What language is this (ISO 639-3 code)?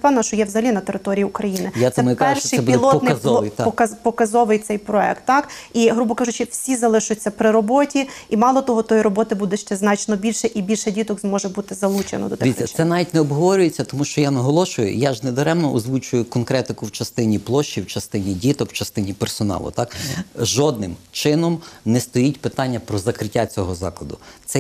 ukr